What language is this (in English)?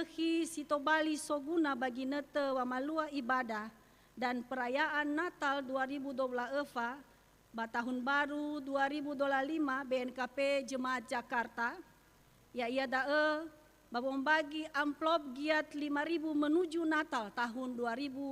Nias